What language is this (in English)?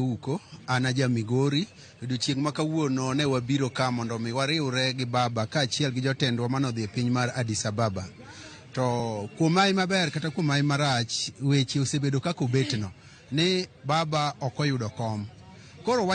Luo (Kenya and Tanzania)